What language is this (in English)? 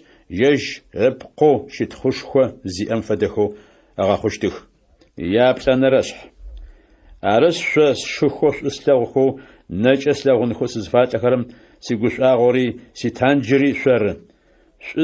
Adyghe